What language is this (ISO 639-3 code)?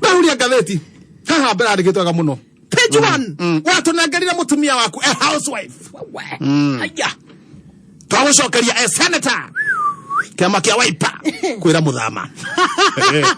kik